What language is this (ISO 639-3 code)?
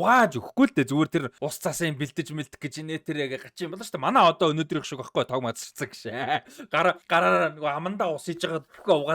mon